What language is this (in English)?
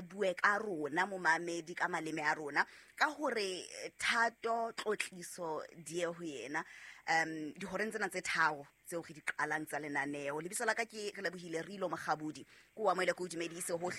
Southern Sotho